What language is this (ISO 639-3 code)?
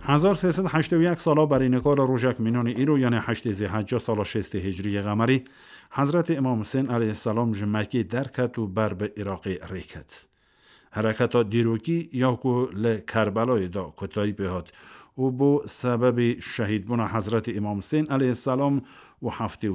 kur